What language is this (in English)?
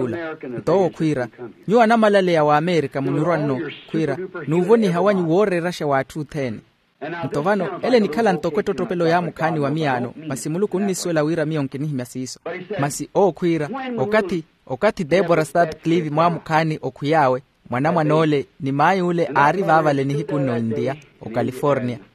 Makhuwa